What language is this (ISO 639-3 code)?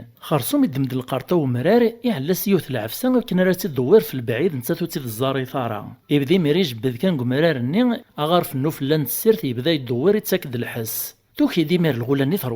kab